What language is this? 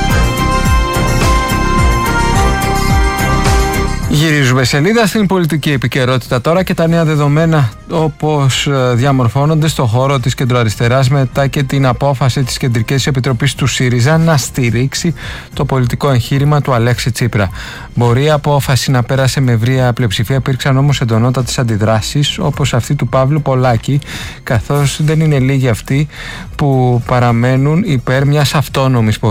Greek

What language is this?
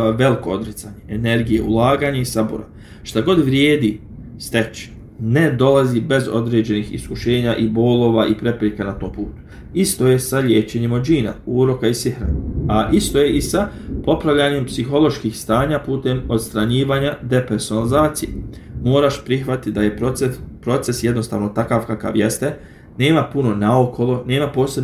Bosnian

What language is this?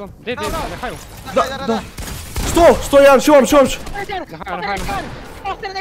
Croatian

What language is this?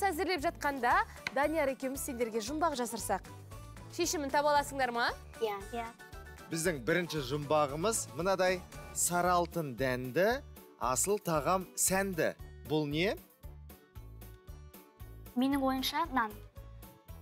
Kazakh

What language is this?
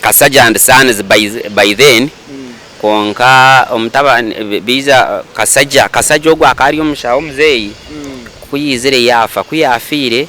Nyankole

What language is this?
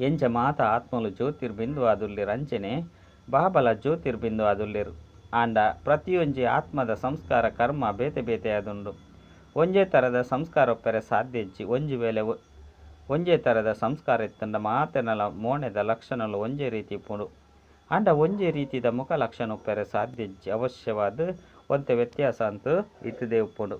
Tulu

